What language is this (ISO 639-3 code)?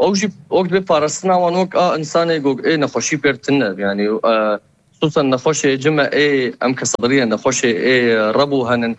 kur